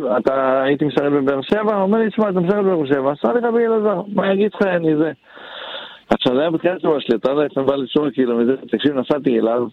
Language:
Hebrew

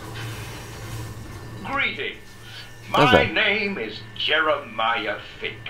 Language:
Czech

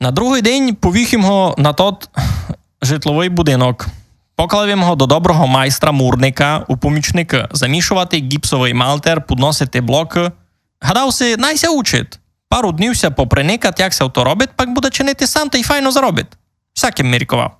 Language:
Rusyn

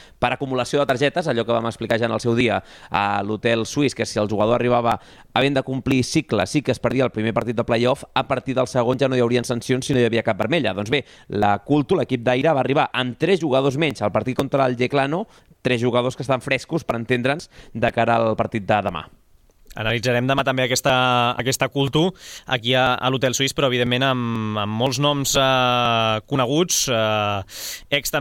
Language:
Catalan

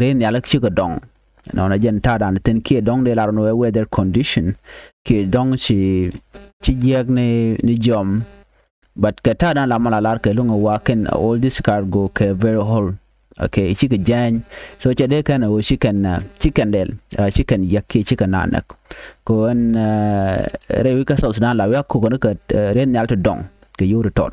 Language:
Nuer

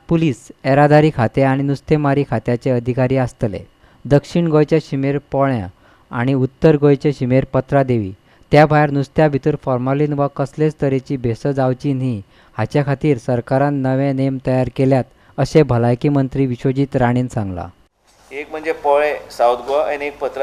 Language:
Konkani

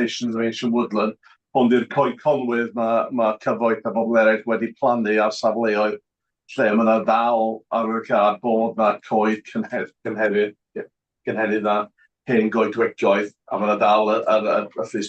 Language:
Welsh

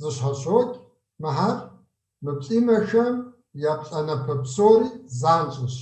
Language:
Kabardian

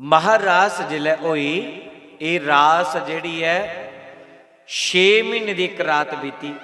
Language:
Dogri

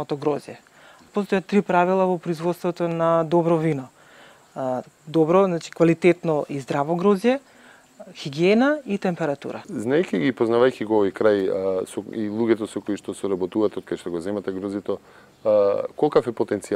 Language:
Macedonian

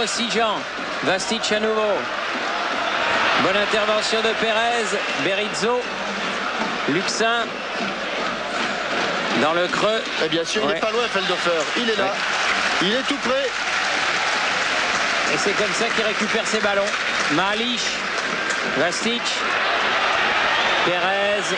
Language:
French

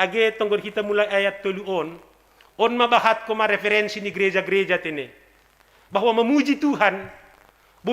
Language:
Batak Simalungun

